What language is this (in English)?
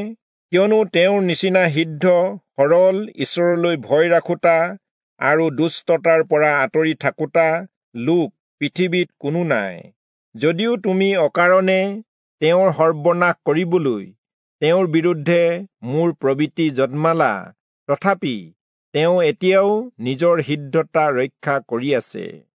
Assamese